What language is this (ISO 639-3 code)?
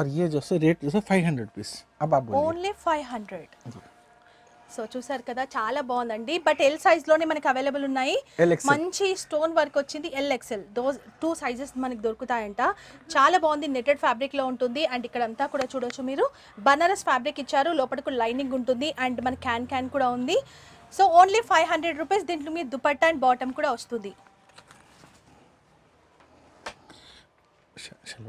tel